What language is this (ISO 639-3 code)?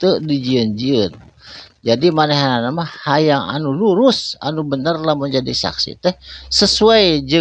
sun